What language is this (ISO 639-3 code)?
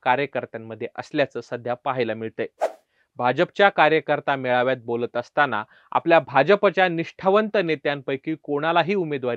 mar